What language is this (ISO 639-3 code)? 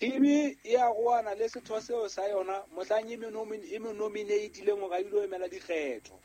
sot